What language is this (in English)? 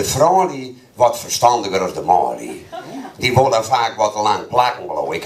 Western Frisian